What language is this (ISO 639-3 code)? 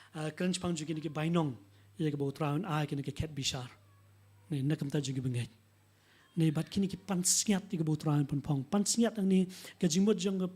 kha